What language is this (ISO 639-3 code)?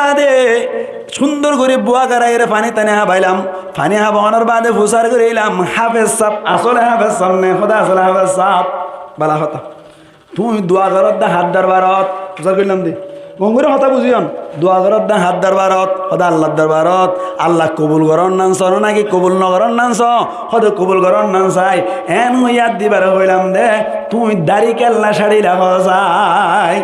rhg